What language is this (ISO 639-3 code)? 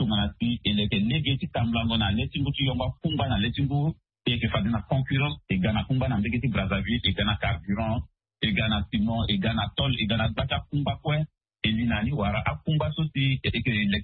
sag